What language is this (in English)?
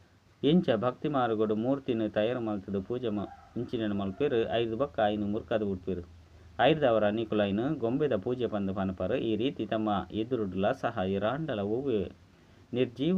Tulu